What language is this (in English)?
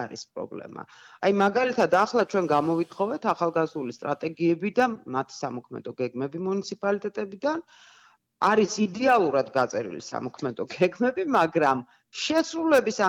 Georgian